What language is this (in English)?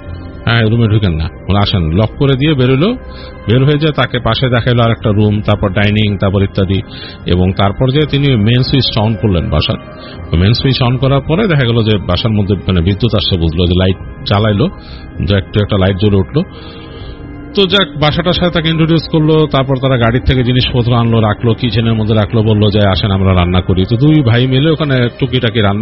Bangla